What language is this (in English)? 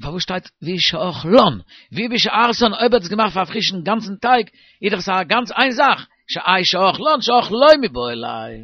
Yiddish